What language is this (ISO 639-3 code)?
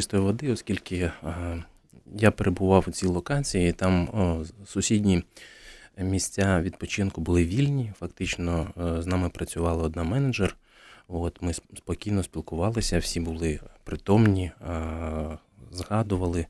ukr